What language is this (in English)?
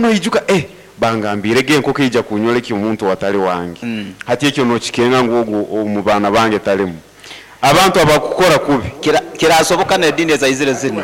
Nyankole